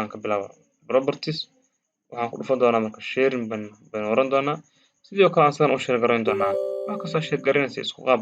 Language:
Somali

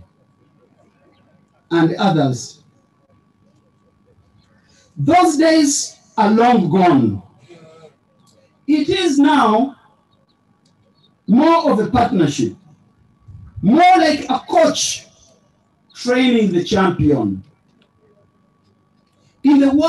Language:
English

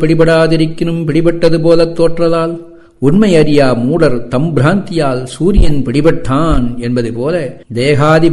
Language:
Tamil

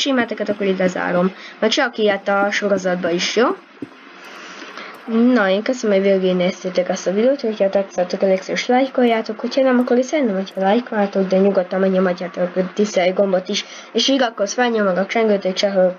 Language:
Hungarian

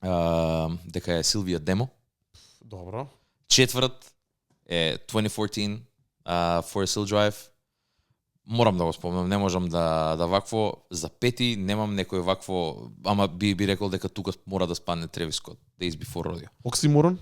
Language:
Macedonian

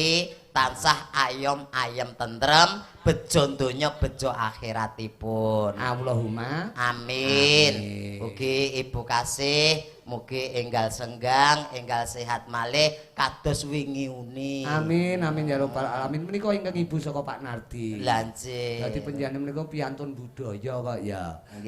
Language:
Javanese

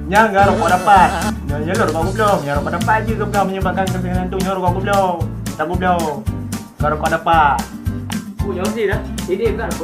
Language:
Achinese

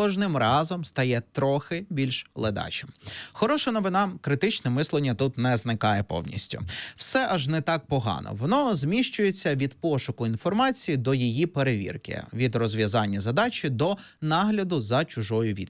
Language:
Ukrainian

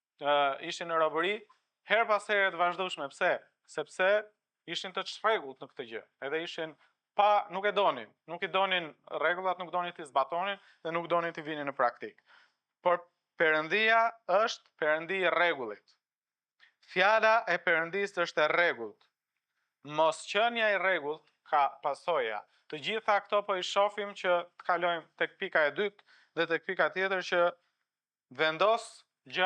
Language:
Albanian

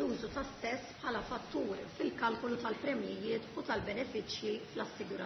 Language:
Maltese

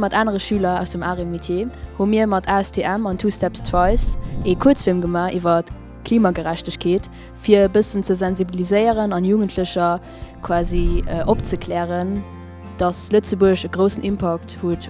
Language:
Luxembourgish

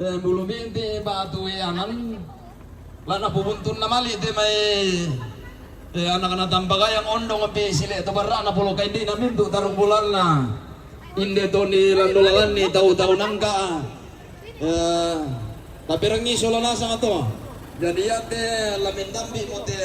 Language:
Toraja-Sa'dan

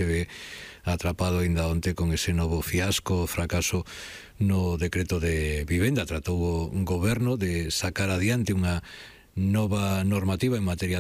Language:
Galician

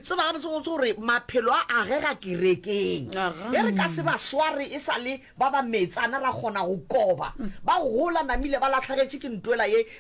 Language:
Northern Sotho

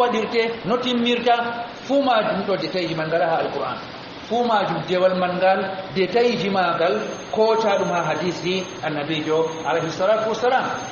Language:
Fula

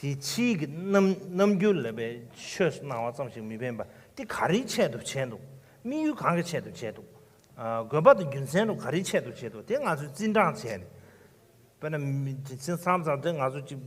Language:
Tibetan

